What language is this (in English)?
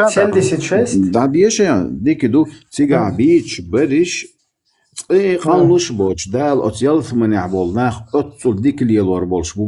Chechen